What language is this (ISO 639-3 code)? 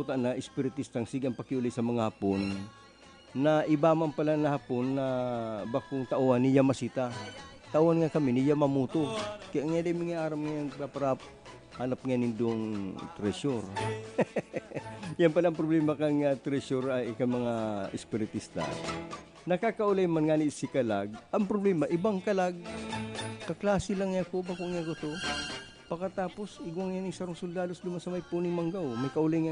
bik